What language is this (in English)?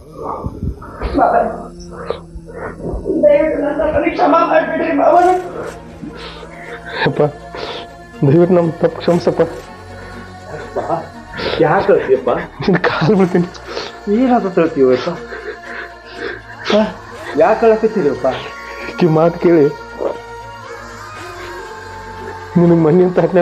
Kannada